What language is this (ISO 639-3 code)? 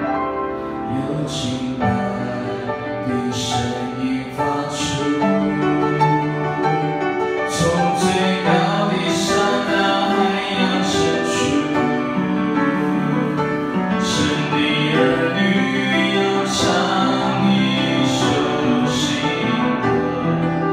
zho